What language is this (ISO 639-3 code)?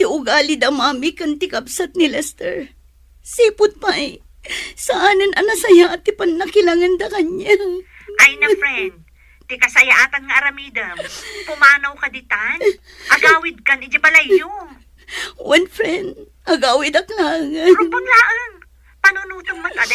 ilo